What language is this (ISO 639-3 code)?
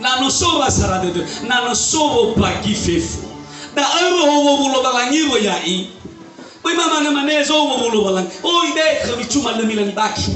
nia